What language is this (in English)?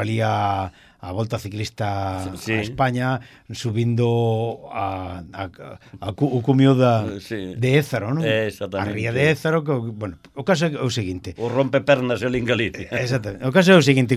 Galician